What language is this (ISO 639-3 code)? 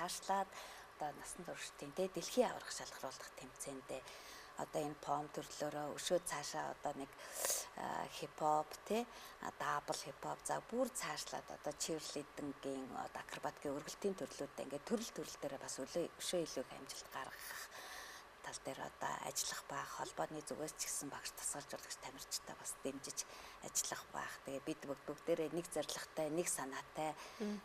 mon